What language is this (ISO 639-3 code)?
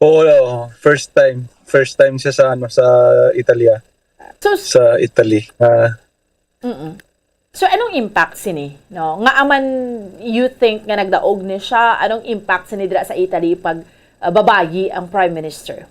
hil